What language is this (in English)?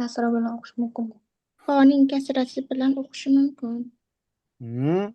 Uzbek